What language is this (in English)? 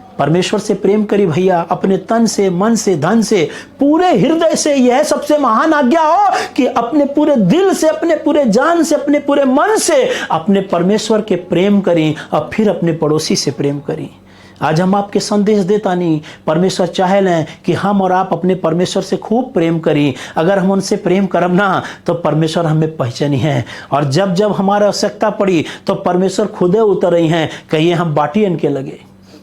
Bhojpuri